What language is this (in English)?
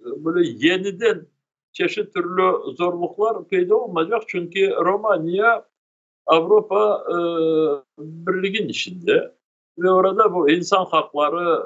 Crimean Tatar